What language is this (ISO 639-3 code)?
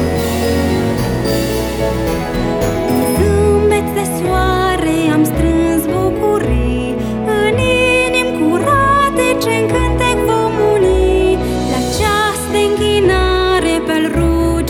ron